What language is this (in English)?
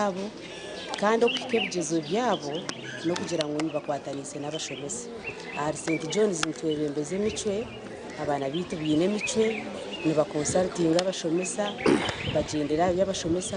Nyankole